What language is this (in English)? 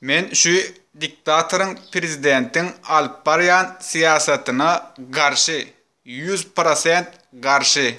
Turkmen